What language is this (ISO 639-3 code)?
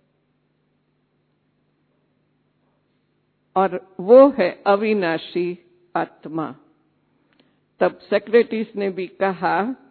hin